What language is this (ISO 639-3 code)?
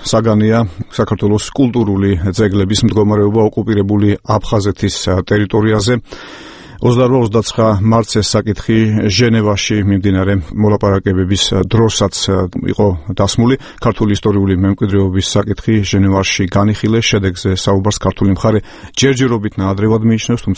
kat